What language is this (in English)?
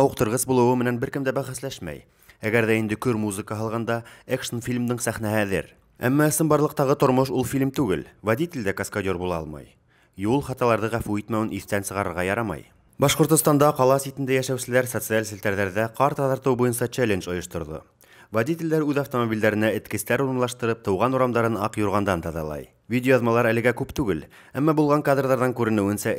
Bashkir